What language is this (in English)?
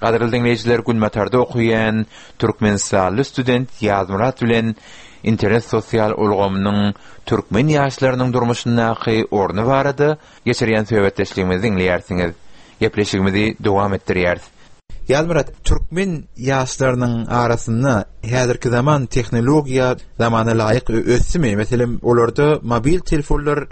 Turkmen